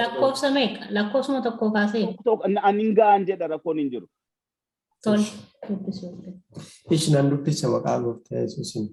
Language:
Oromo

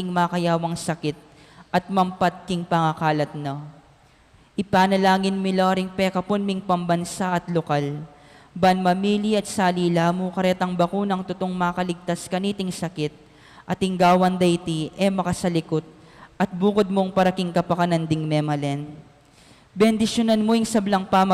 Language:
Pampanga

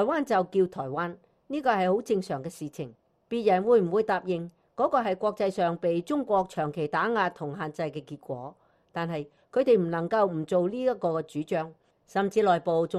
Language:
Cantonese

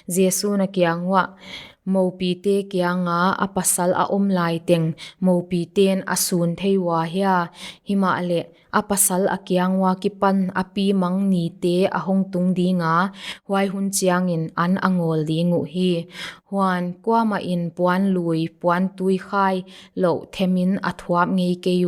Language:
Paite Chin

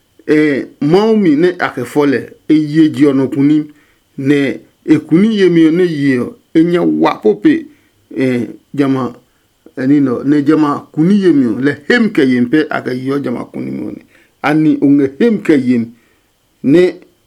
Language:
Adangme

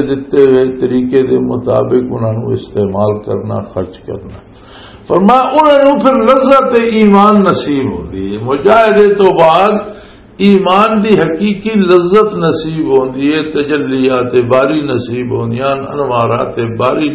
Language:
Western Panjabi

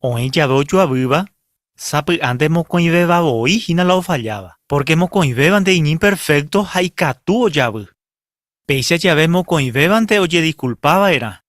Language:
Guarani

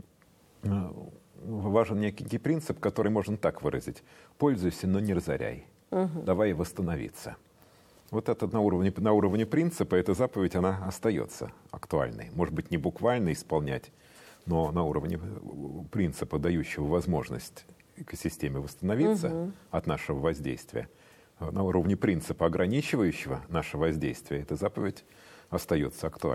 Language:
Russian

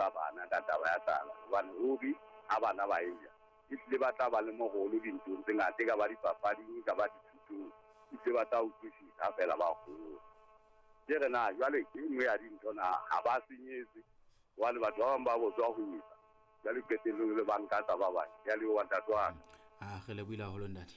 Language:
Southern Sotho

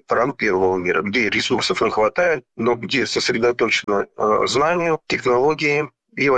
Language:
Russian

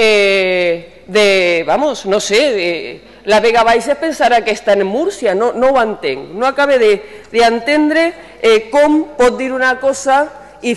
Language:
Catalan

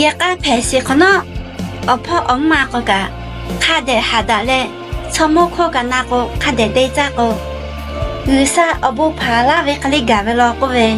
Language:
Lahu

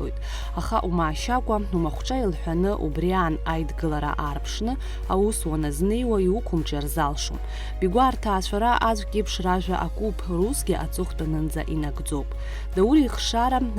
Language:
Abkhazian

